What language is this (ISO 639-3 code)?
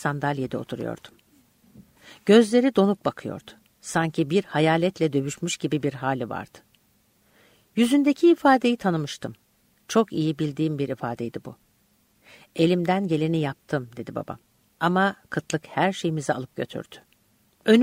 tur